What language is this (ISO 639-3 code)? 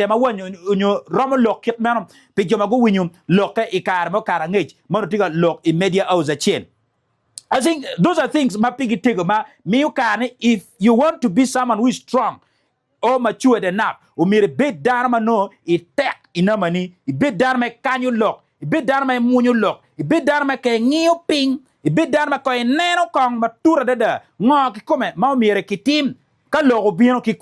ach